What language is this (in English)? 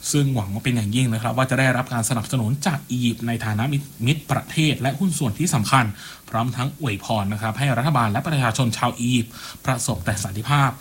Thai